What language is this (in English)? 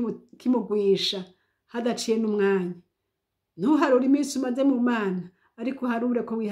Rundi